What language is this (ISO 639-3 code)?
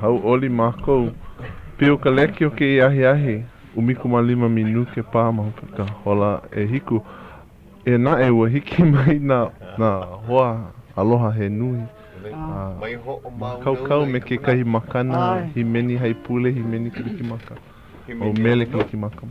haw